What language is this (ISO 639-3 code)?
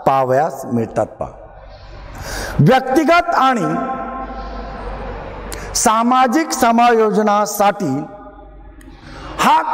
mar